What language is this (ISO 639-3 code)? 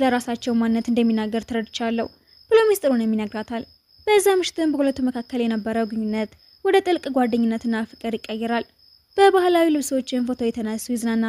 amh